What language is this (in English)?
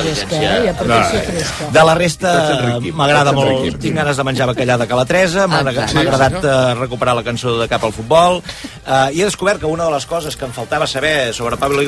Catalan